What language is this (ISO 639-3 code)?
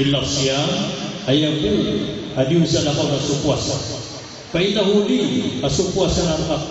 mrw